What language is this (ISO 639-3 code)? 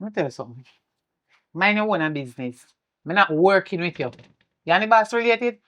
jam